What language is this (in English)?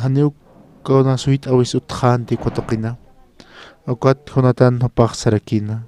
Aymara